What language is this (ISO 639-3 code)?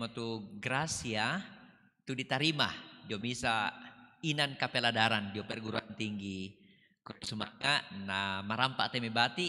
sda